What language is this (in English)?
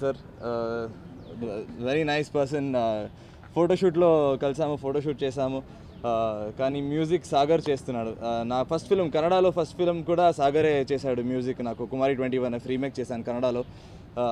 Telugu